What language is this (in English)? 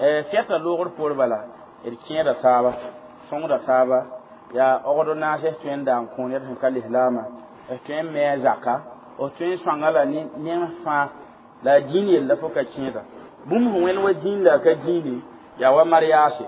Mossi